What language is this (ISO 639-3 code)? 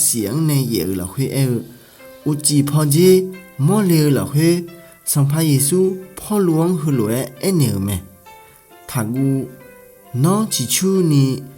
ahk